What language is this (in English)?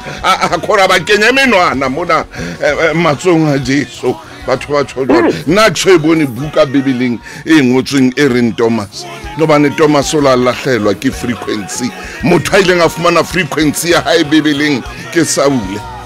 Southern Sotho